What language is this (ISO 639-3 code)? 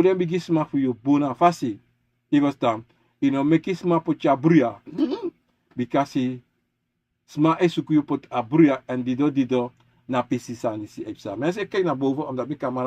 srn